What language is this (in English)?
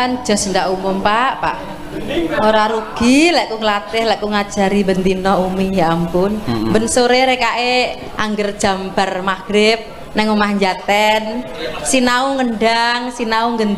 Javanese